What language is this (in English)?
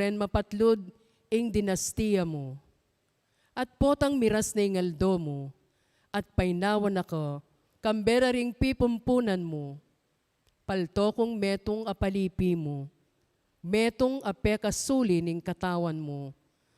Pampanga